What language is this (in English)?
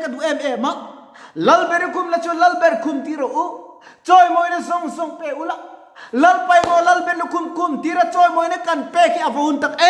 Mizo